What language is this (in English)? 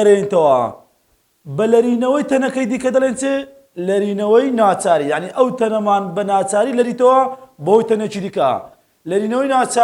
Central Kurdish